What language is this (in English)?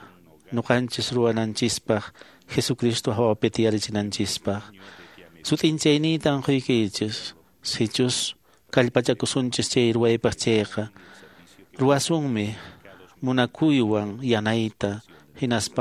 Quechua